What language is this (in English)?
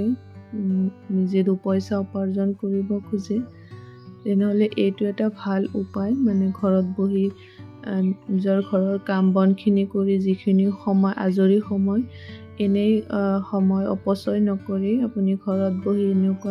Assamese